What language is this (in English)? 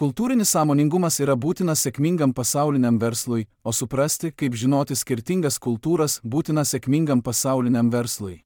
Lithuanian